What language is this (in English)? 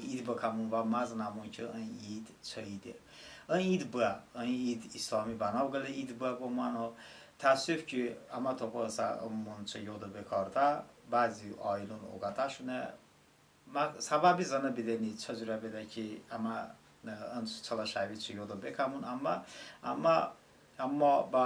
Talysh